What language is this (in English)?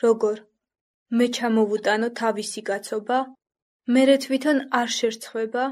Georgian